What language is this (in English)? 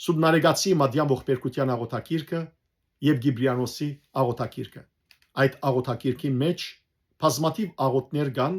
Western Armenian